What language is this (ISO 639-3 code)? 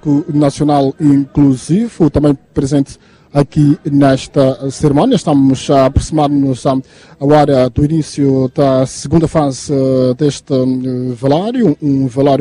por